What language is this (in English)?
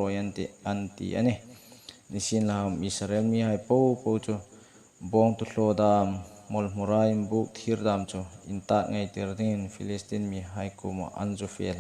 Hmar